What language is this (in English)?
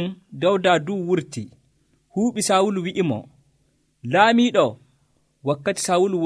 Nigerian Fulfulde